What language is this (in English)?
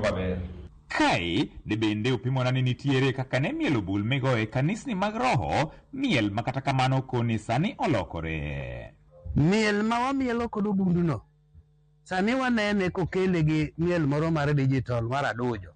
Luo (Kenya and Tanzania)